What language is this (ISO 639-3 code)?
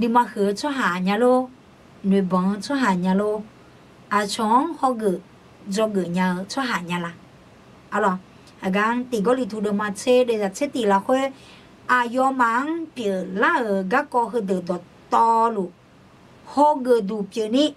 ahk